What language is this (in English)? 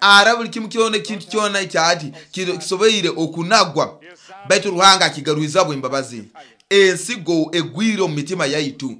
Nyoro